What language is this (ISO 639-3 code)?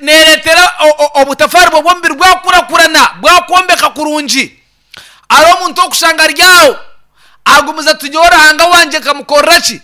nyn